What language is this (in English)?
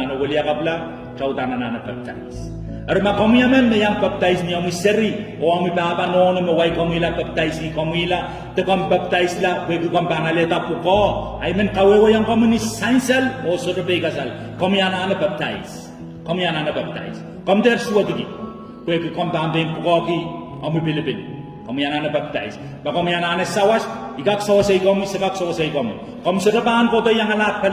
Pohnpeian